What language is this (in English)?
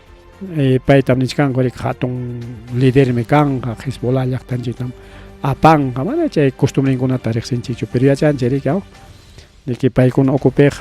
Ayacucho Quechua